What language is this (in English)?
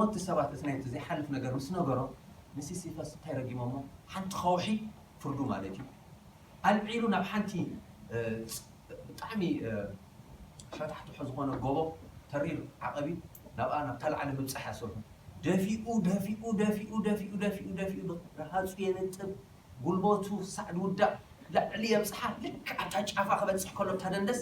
Tigrinya